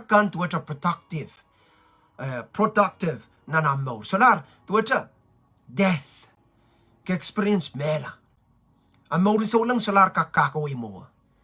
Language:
Pohnpeian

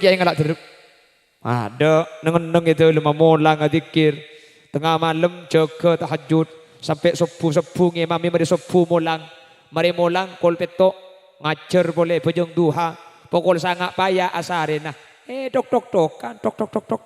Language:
Madurese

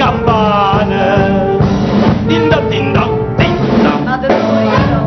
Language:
Neapolitan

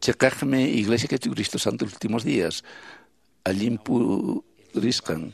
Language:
Quechua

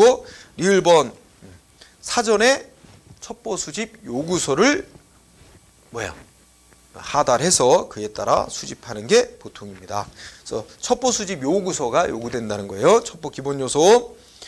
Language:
Korean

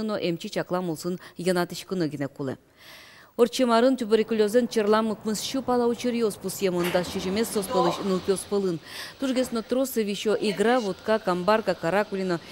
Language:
Udmurt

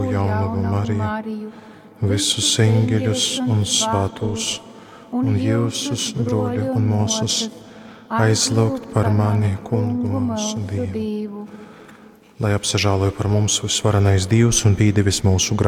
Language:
Latgalian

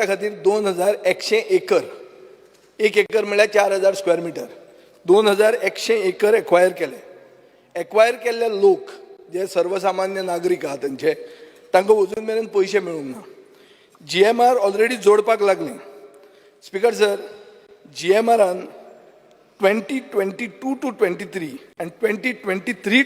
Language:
Konkani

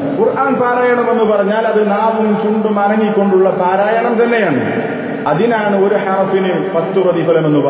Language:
Malayalam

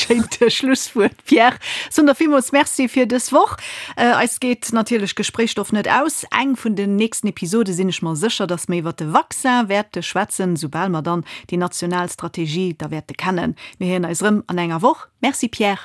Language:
Luxembourgish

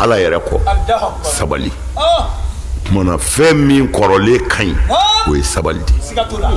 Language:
Bambara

